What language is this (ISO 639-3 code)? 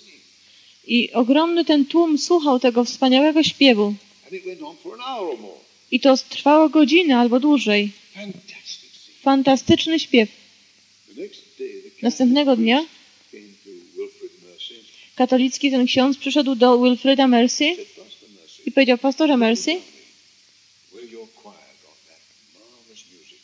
pol